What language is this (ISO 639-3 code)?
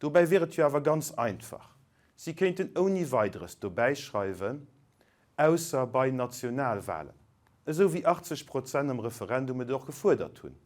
ltz